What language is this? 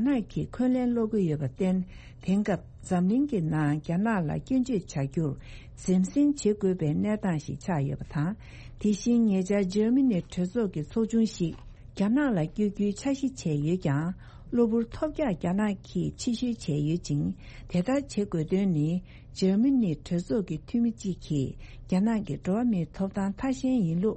Tibetan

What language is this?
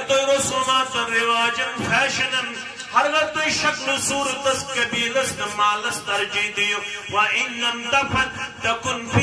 Kashmiri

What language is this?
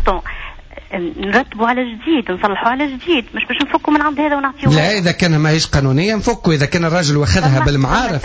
Tunisian Arabic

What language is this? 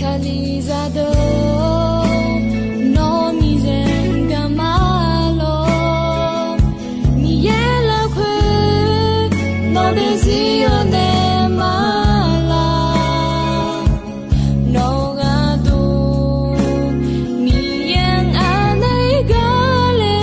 Akha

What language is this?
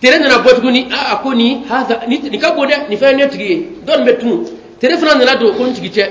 Bambara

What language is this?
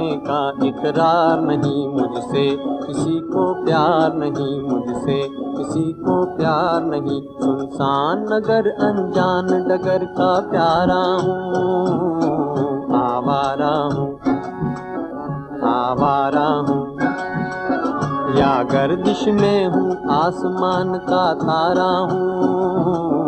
Hindi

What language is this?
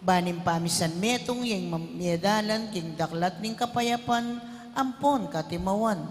Pampanga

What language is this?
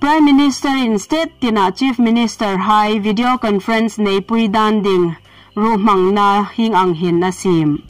Hmar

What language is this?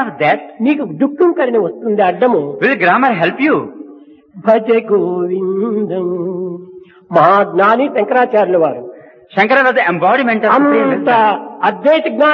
Telugu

